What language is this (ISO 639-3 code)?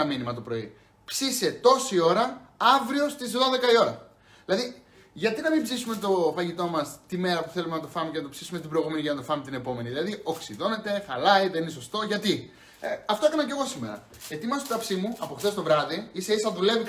ell